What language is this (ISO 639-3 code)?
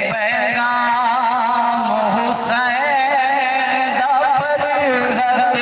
skr